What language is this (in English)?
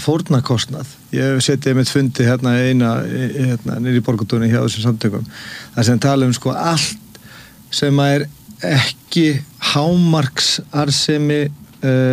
Icelandic